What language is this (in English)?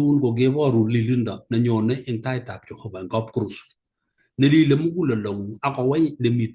Kalenjin